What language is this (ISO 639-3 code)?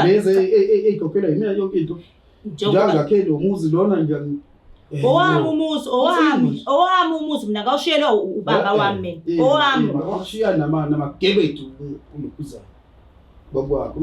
zul